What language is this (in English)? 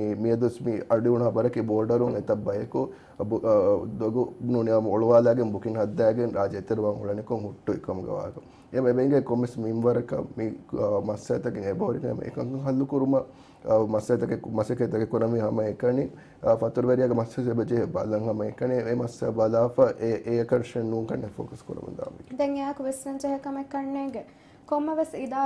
Divehi